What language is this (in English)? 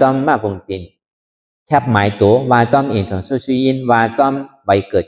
Shan